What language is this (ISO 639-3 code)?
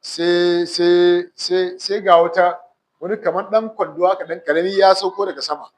hau